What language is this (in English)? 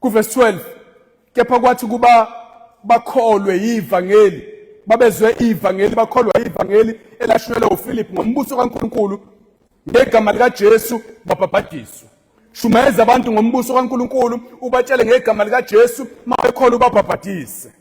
Zulu